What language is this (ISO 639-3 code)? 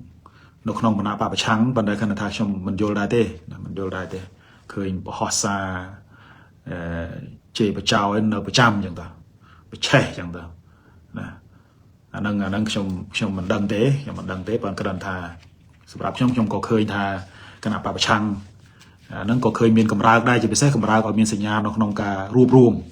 khm